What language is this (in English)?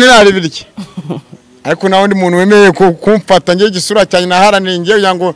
Kinyarwanda